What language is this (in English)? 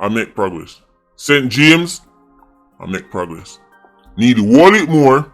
Jamaican Creole English